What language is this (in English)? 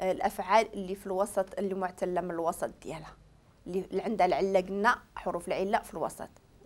Moroccan Arabic